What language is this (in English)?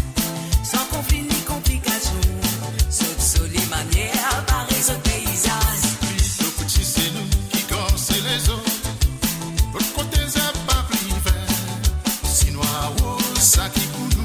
Morisyen